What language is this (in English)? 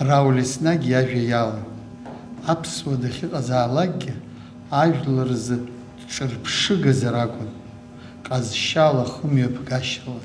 Abkhazian